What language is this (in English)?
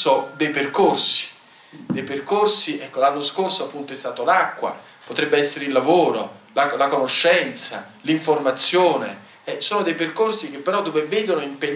Italian